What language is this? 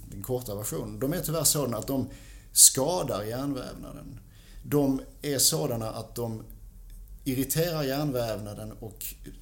Swedish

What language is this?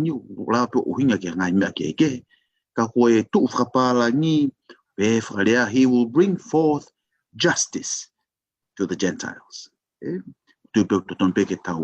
Tongan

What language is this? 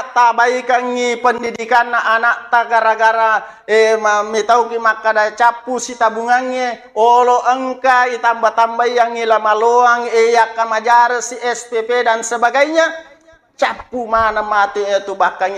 Buginese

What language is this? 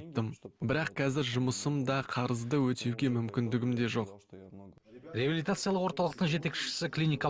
Kazakh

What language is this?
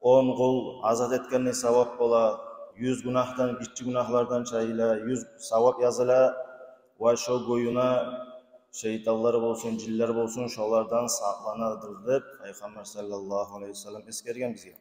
Kumyk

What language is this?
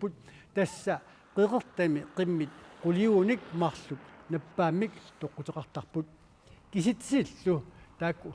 Kalaallisut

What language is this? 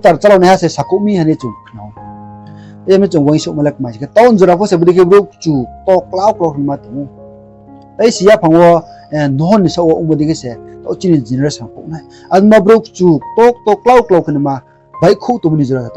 Riang (India)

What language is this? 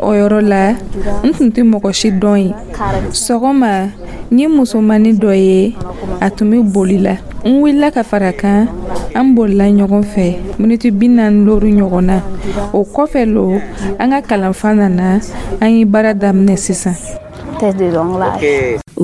Dyula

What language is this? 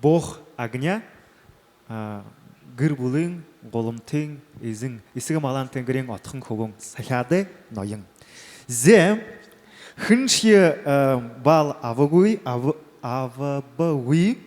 Buriat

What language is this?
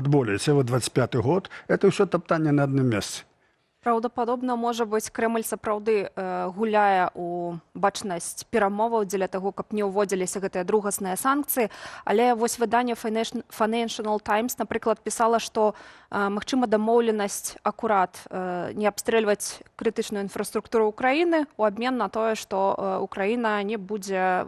Belarusian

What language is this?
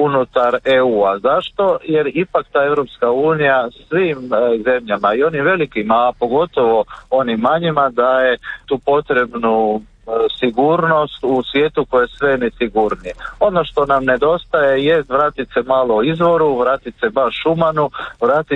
Croatian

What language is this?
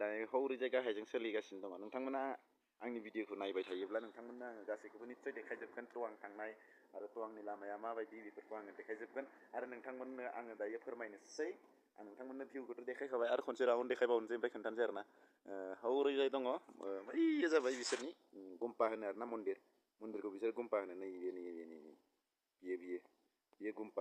Bodo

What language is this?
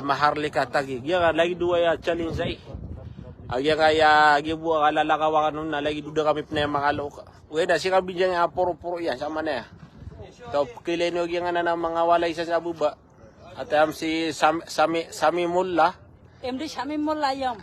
Maranao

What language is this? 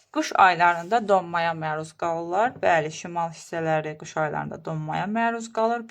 Azerbaijani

